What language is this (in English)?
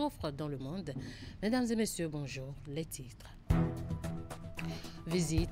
French